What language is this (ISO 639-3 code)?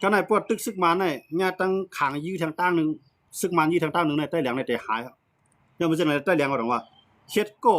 shn